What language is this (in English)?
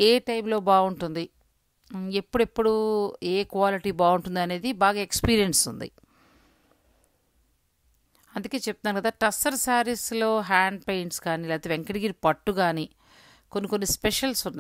Telugu